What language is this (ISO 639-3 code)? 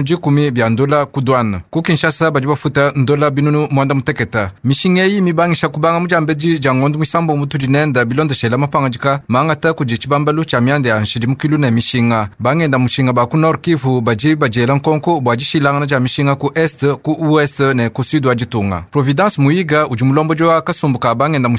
lua